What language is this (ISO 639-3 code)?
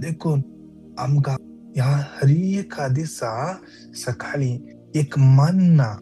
kok